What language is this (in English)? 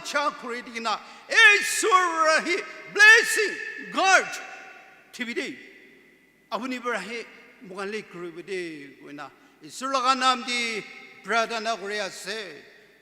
Naga Pidgin